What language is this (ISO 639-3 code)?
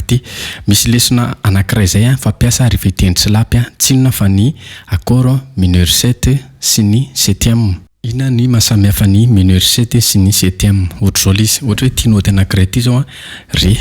mlg